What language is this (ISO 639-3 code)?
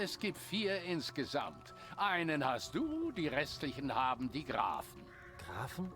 bar